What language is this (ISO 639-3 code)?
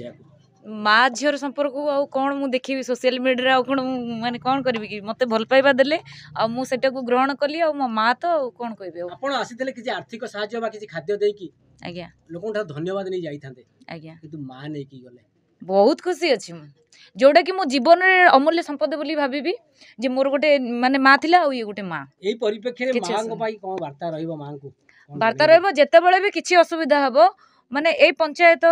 ori